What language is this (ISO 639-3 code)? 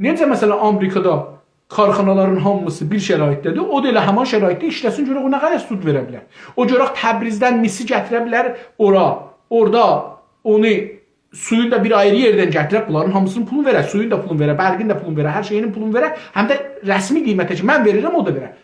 azb